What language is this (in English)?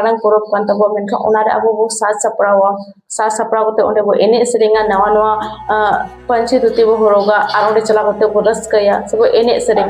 Santali